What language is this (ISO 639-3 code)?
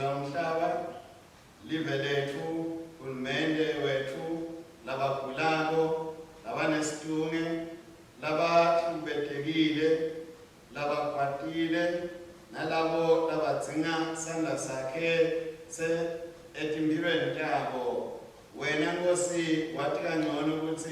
ssw